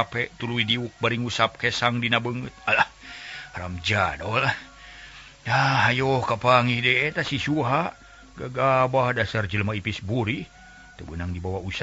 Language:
Sundanese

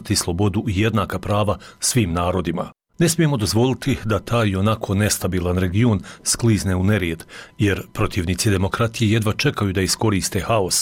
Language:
Bosnian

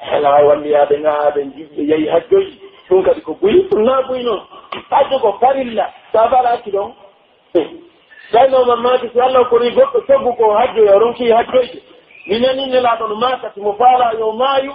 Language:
Pular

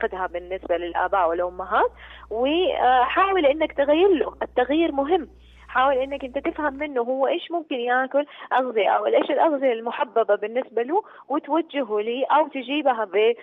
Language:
Najdi Arabic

